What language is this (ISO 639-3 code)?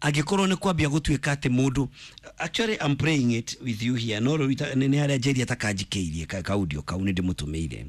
kik